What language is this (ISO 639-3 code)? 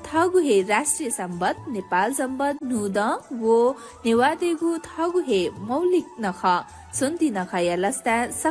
new